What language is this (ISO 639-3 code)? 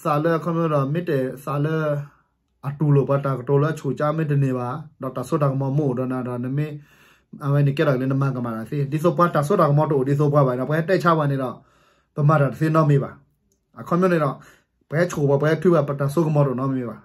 ksw